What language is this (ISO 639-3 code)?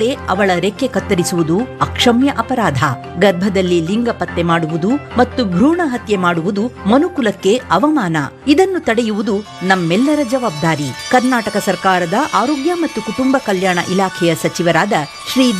kan